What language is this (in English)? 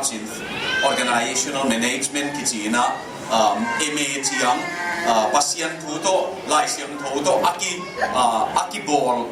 Tedim Chin